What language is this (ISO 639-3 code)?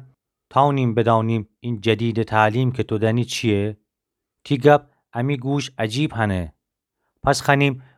glk